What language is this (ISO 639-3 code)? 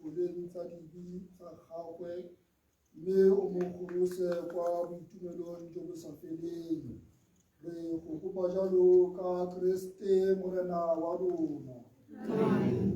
tsn